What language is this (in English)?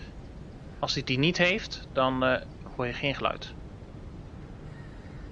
Dutch